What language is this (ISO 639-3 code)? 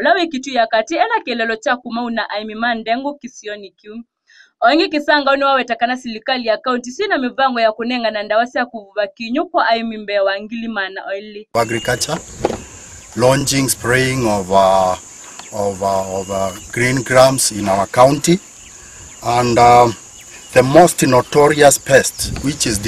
kam